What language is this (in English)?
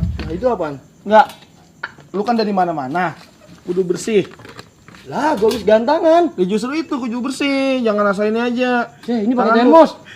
Betawi